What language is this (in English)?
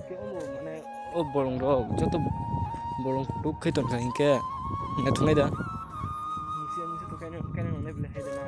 Kok Borok